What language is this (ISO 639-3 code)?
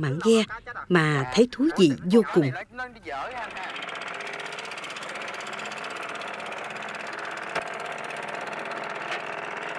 vie